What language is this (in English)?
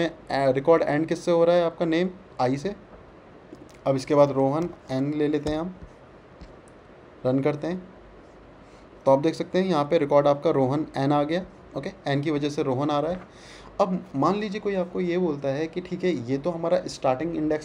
Hindi